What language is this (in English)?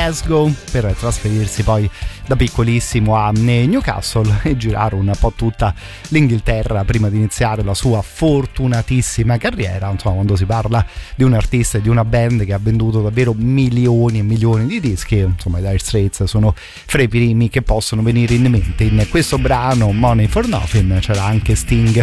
Italian